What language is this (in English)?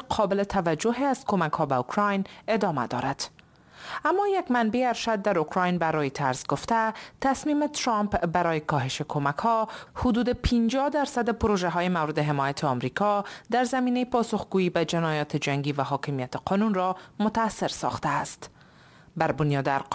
Persian